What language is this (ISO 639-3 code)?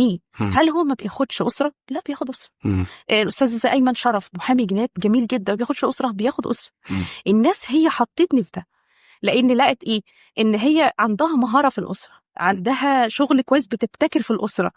arz